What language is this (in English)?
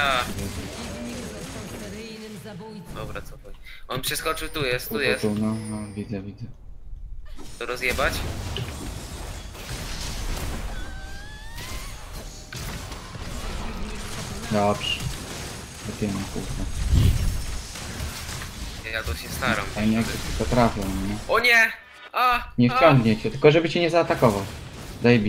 Polish